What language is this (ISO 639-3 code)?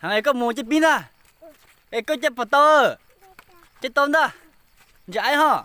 hmn